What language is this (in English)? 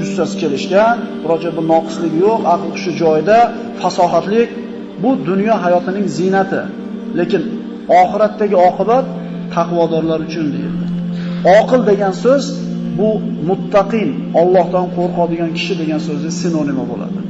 Uzbek